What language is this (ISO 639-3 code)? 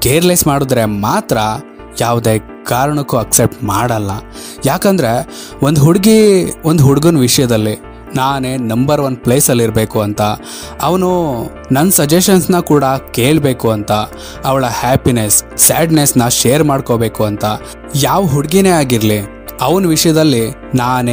kan